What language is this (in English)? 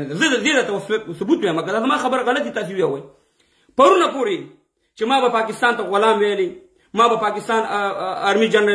Pashto